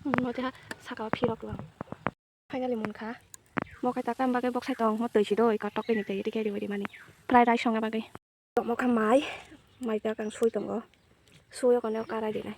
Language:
Kok Borok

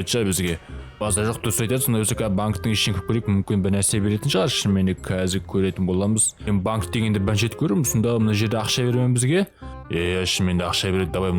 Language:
Kazakh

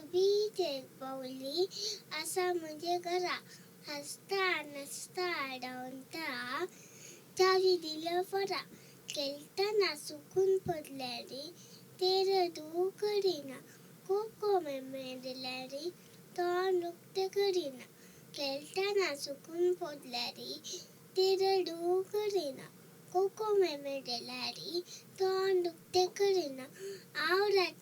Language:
Konkani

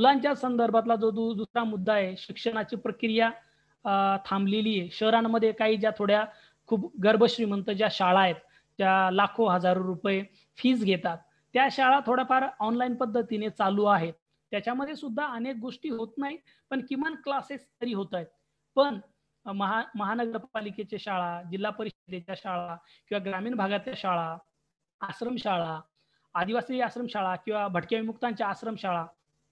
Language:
Marathi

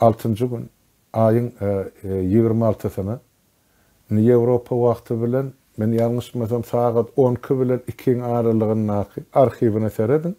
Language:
Turkmen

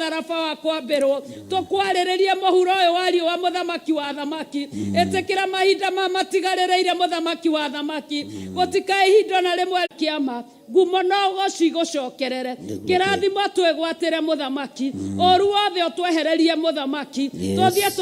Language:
Kikuyu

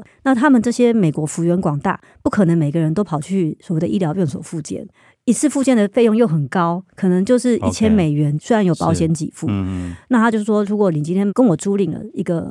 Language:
Chinese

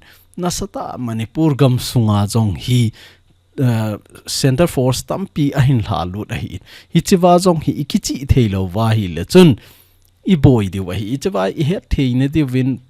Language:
Thado Chin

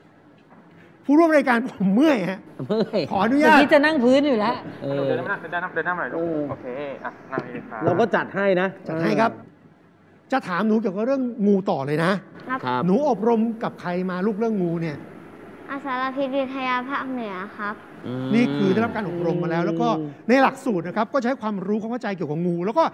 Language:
Thai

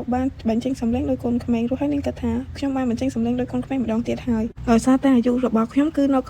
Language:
Khmer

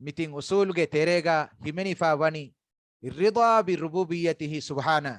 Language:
Divehi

